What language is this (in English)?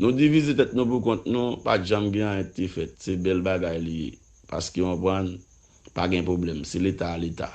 Haitian Creole